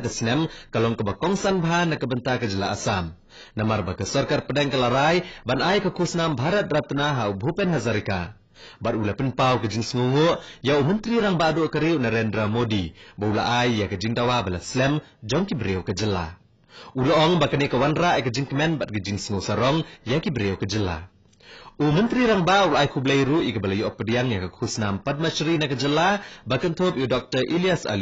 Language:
Khasi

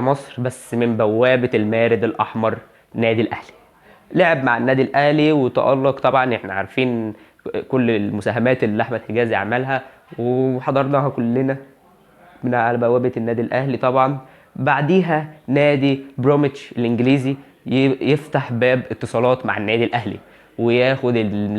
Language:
Egyptian Arabic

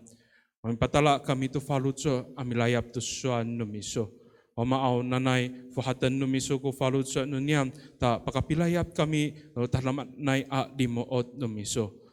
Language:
Amis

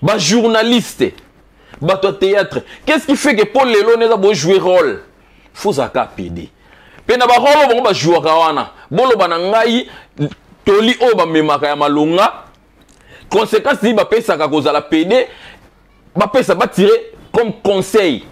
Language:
Lingala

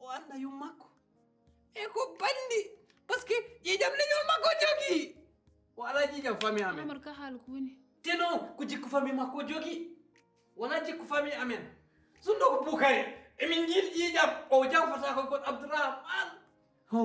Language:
Fula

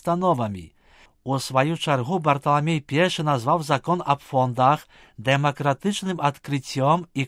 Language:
Belarusian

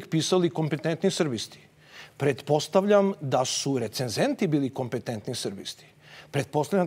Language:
Serbian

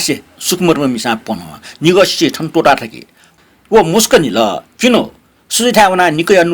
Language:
Newari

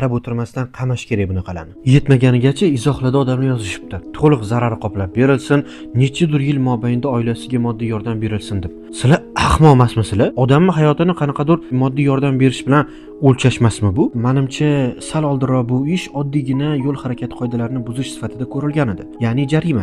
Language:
Uzbek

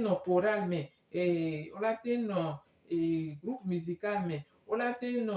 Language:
Gen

